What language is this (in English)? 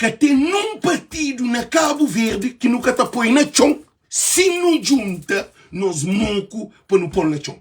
Kabuverdianu